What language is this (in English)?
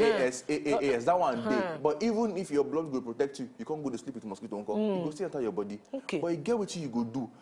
Nigerian Pidgin